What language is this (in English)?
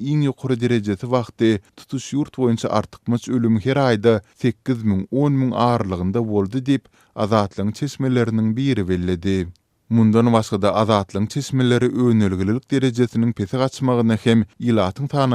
Turkmen